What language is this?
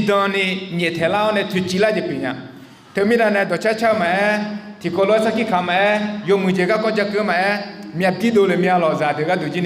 Akha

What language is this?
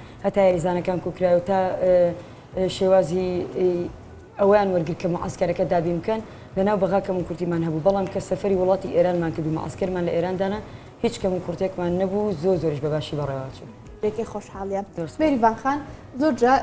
Central Kurdish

